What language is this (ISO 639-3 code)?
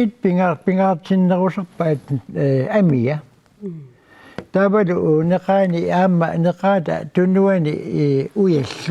kal